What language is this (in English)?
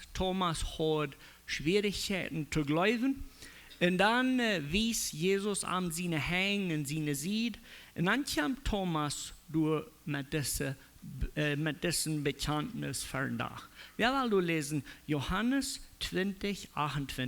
Plautdietsch